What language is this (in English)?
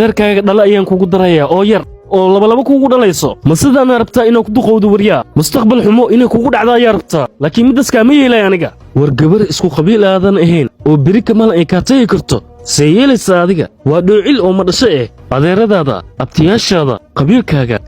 Somali